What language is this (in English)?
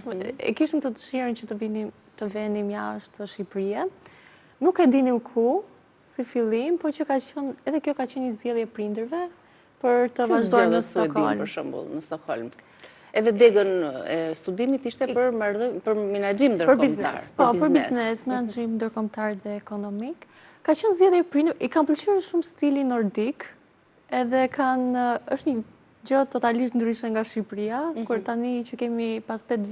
Albanian